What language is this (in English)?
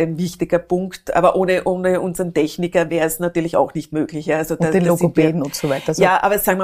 German